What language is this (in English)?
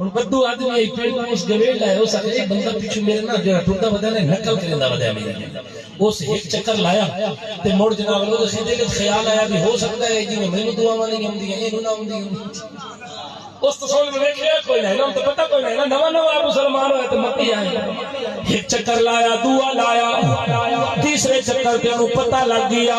Saraiki